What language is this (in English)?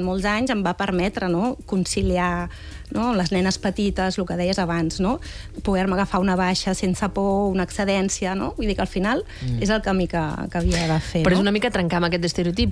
Catalan